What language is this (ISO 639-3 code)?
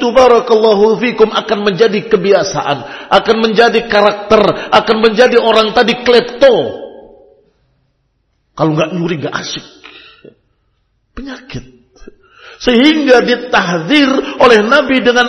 ind